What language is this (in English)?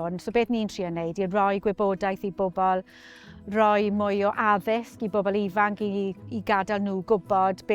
Welsh